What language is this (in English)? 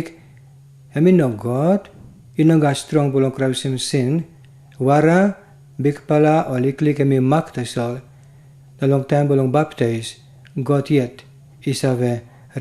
Tok Pisin